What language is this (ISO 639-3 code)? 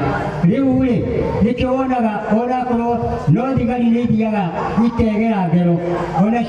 kik